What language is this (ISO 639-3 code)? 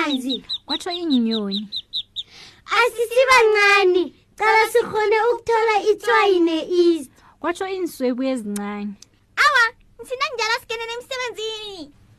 nbl